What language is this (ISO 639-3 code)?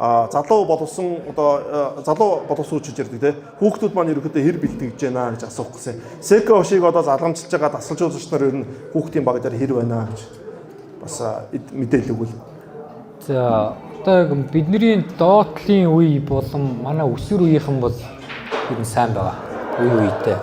mon